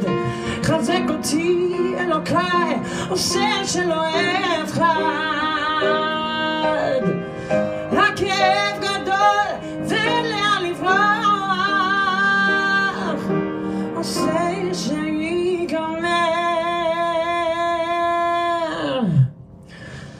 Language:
Hebrew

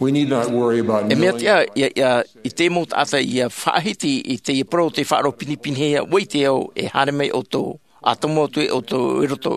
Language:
Tahitian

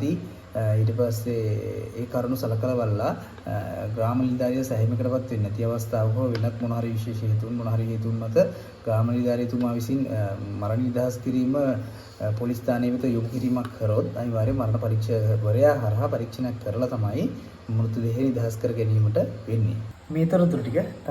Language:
Sinhala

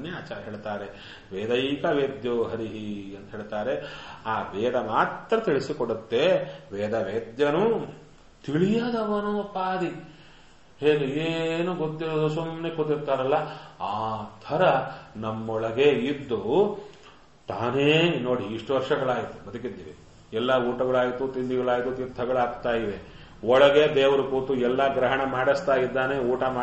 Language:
Kannada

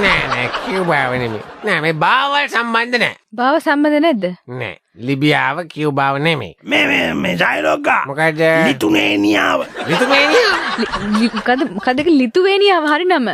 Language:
Sinhala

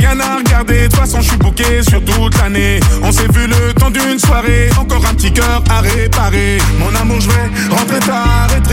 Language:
French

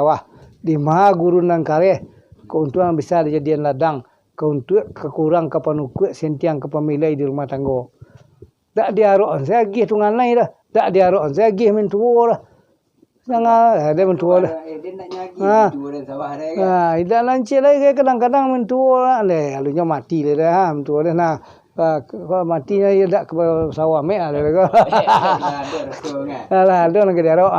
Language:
Minangkabau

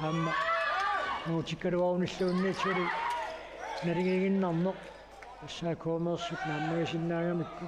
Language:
Kalaallisut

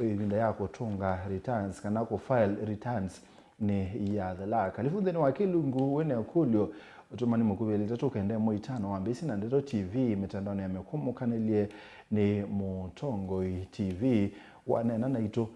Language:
Kamba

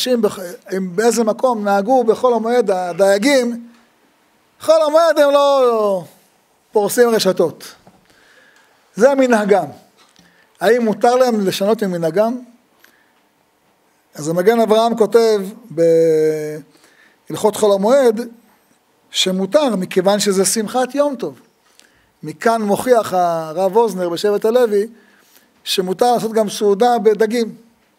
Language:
Hebrew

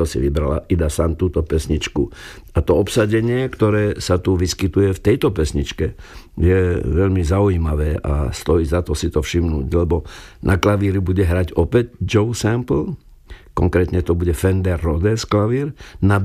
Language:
Slovak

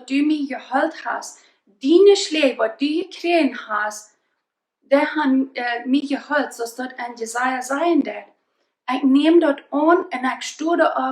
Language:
Plautdietsch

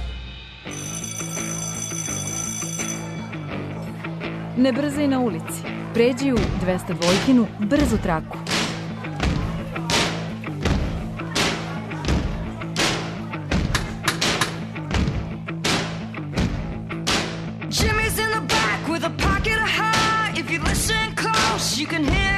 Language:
Serbian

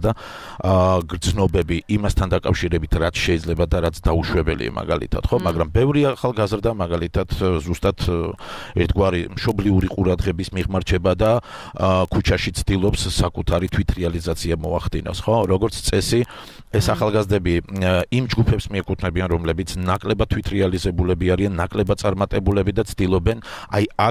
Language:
Georgian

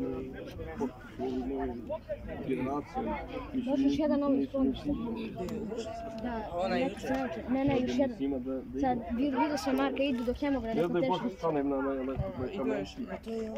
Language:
Serbian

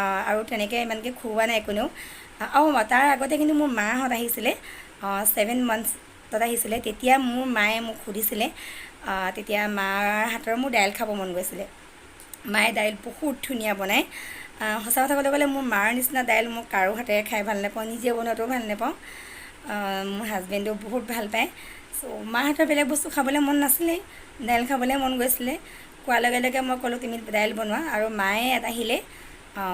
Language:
Assamese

